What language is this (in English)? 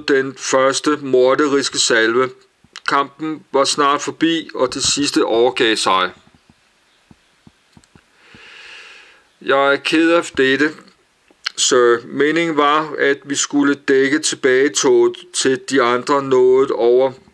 Danish